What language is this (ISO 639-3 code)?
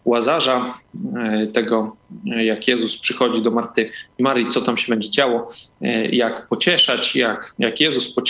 pol